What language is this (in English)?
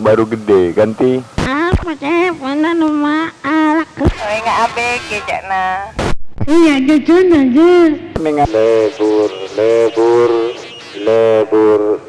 Madurese